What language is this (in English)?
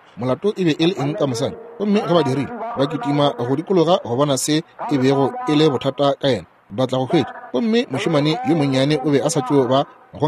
Northern Sotho